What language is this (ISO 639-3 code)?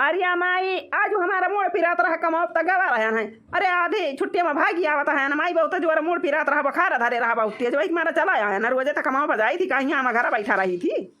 awa